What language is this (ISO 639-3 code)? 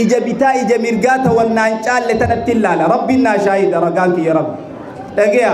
orm